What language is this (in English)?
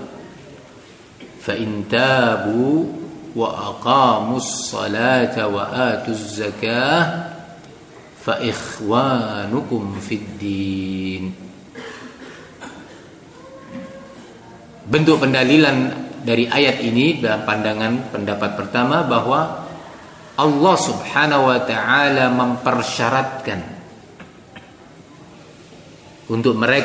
Indonesian